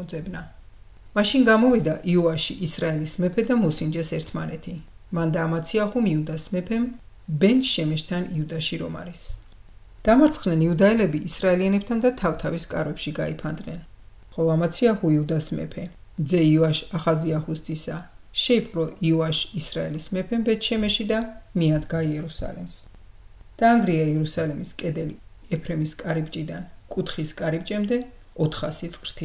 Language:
Georgian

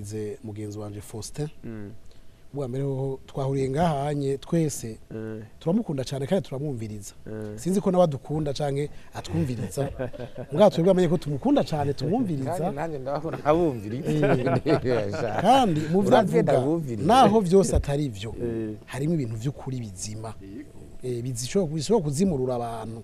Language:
Rundi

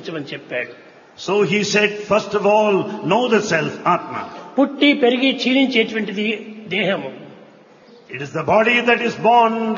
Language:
Telugu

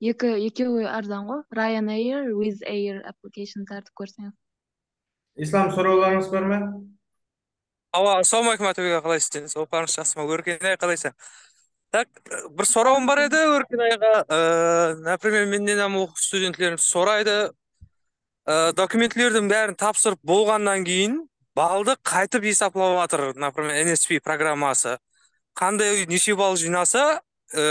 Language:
Kara-Kalpak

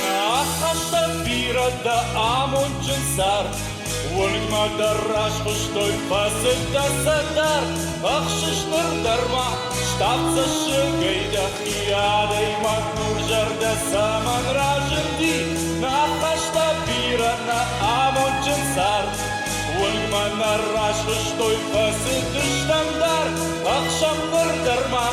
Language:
Ossetic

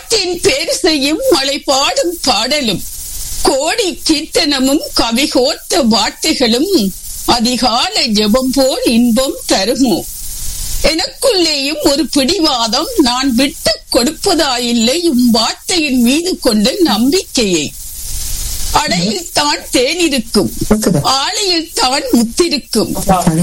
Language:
Tamil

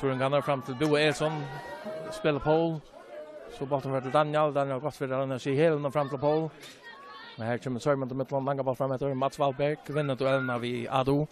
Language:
Faroese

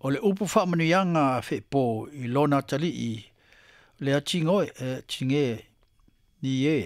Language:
Samoan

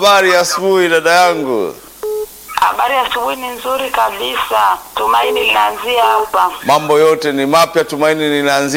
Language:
Swahili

